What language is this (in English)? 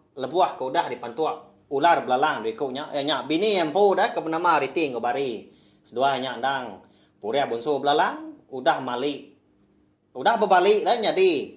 Iban